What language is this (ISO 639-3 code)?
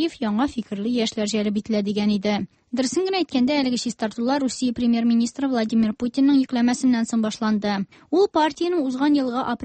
tat